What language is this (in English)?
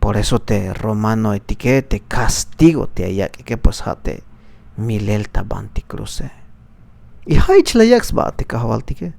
Tzeltal